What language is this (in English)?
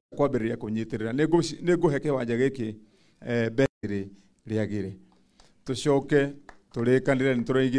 Kikuyu